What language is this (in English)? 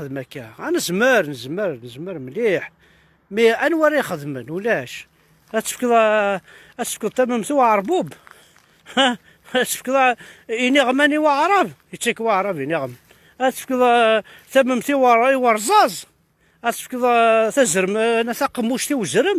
Kabyle